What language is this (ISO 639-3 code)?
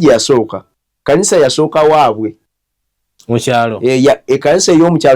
lug